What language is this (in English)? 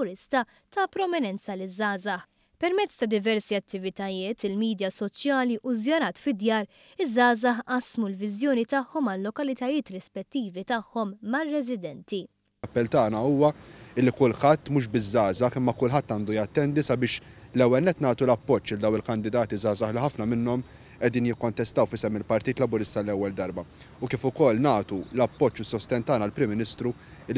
Maltese